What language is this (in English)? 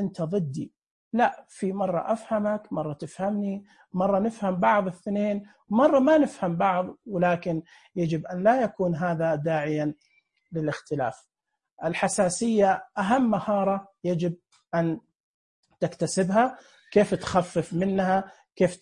Najdi Arabic